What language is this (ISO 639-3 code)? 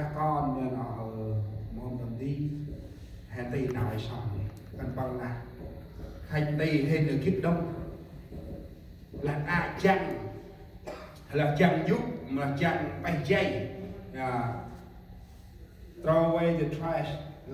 cmo